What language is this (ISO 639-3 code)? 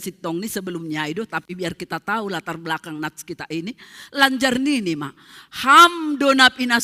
bts